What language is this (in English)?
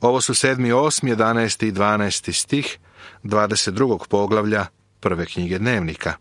Serbian